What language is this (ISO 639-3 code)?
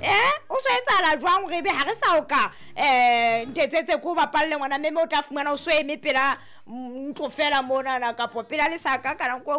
sot